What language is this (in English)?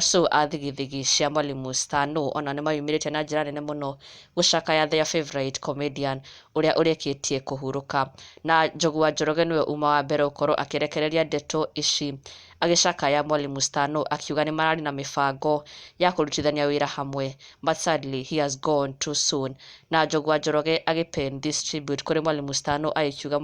Kikuyu